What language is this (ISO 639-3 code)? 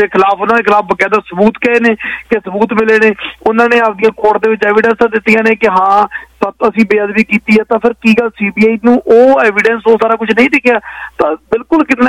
pan